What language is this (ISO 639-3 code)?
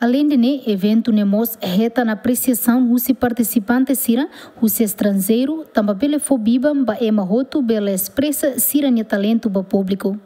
tet